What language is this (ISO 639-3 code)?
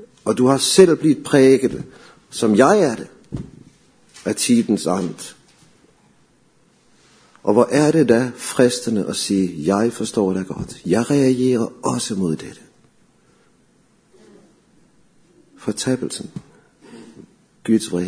dan